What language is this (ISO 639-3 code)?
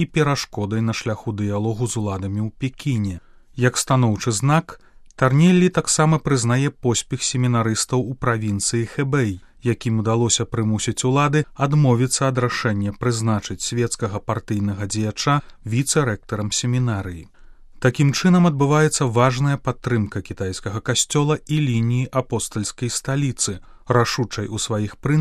bel